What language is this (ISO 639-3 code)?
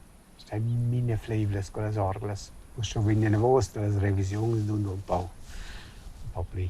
roh